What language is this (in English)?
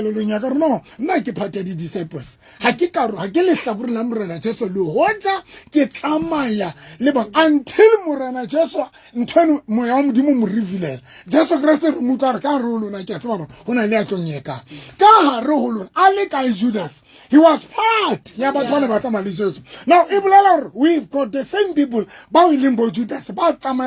Southern Sotho